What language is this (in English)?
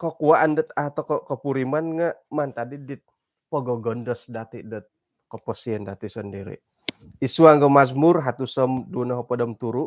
Central Dusun